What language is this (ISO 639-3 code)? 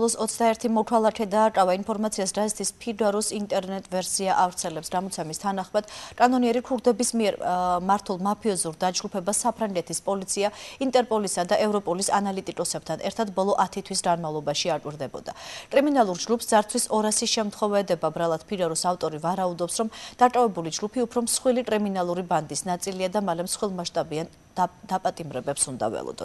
kat